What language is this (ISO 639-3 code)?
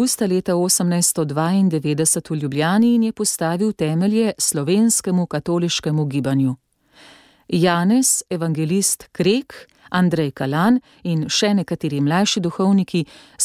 slv